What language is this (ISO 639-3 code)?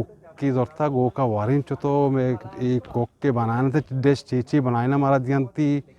bgp